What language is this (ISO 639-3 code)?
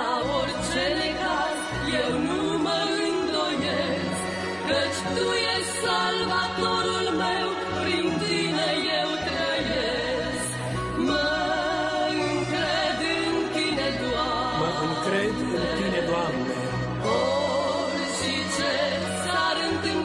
ron